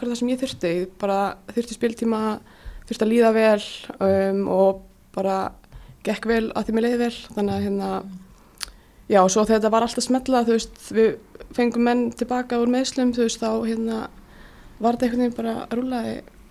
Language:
Icelandic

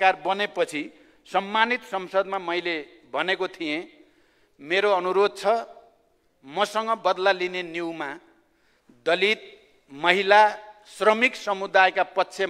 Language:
Nepali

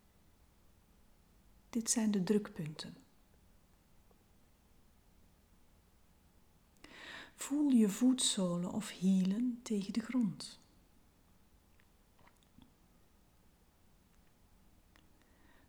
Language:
Dutch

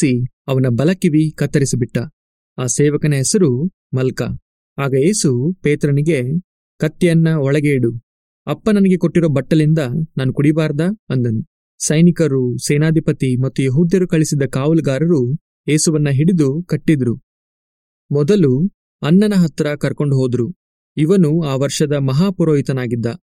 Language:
Kannada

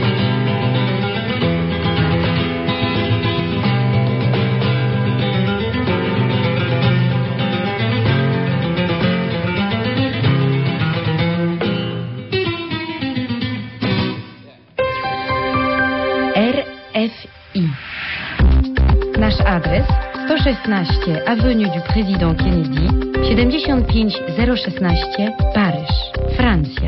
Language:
Polish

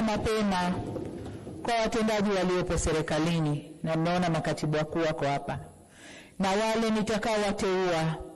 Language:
Swahili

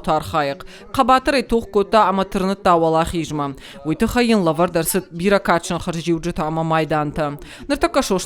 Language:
Ossetic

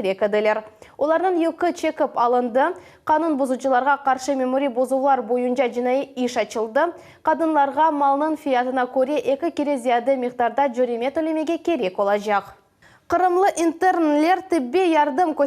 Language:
Crimean Tatar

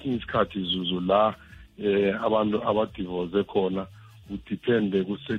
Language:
South Ndebele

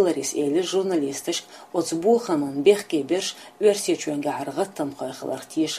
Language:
Chechen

